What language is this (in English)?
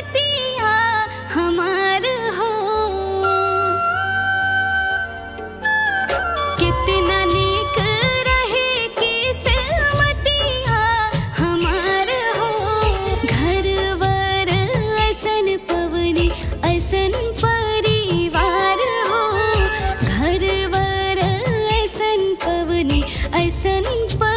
Bhojpuri